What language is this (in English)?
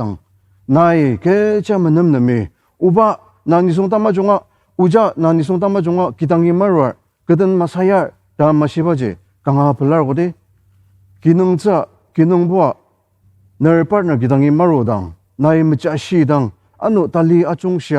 Ao Naga